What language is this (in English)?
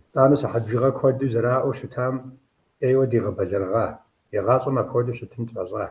Kabardian